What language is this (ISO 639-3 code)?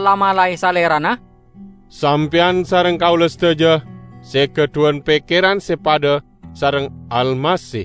mad